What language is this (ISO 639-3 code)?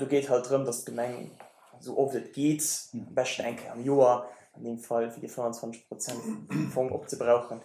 ltz